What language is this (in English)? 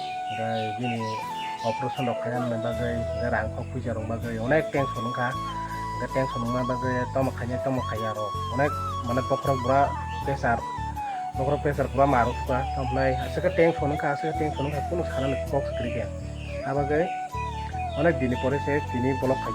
Kok Borok